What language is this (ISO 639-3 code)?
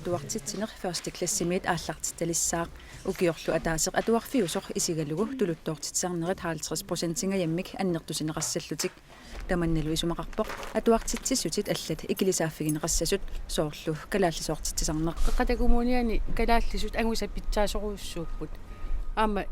kal